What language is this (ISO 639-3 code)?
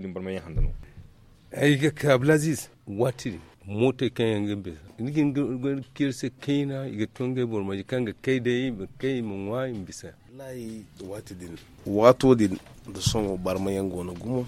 dje